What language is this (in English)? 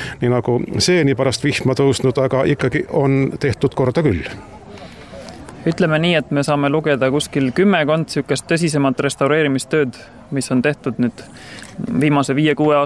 Estonian